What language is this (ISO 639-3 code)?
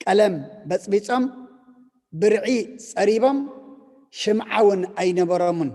tir